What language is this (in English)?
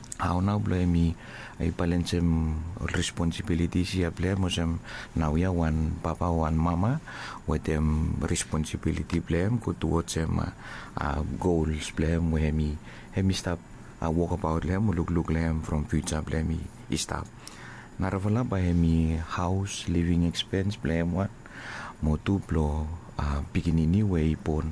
Bislama